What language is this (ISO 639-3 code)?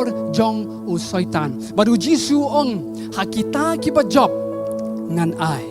kha